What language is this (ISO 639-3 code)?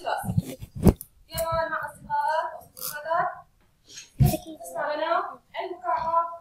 ara